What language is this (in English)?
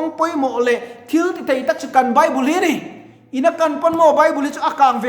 Mizo